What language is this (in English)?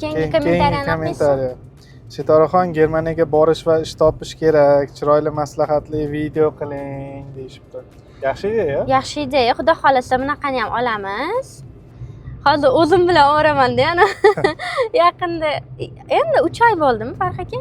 Uzbek